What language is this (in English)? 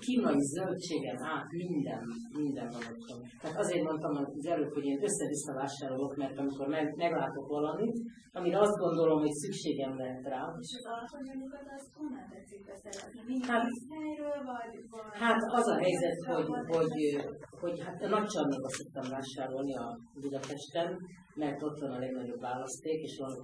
Hungarian